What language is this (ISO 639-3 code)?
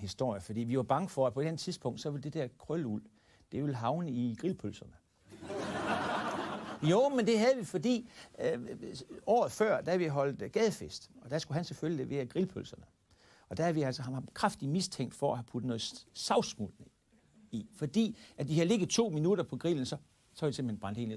dan